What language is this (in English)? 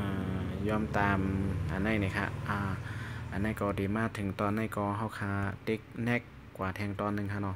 Shan